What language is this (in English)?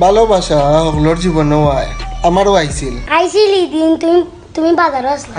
Sylheti